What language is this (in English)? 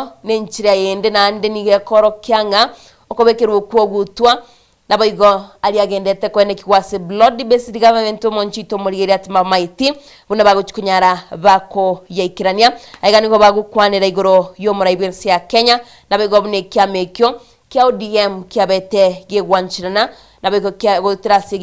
Gusii